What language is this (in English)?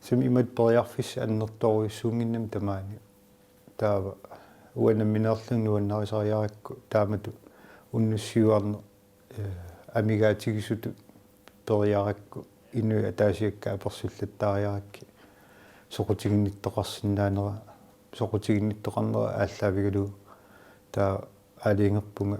Kalaallisut